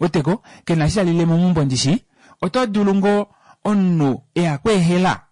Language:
Kuanyama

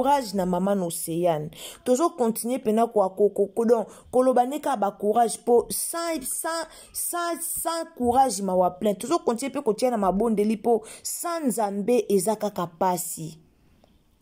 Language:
Lingala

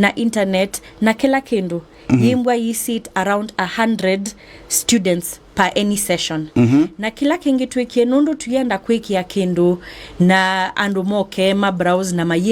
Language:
Kamba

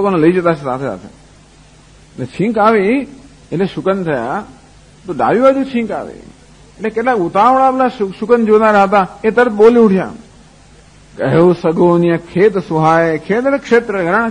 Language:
Gujarati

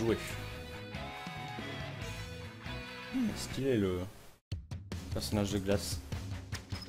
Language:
French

